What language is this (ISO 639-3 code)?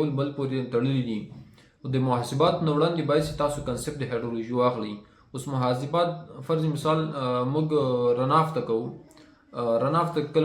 pus